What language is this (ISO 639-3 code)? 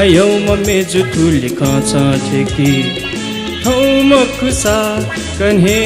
new